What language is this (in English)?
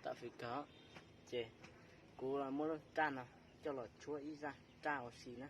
Hmong